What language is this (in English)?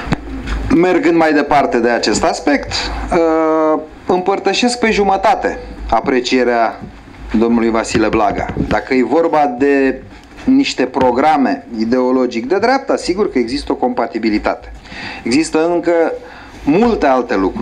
Romanian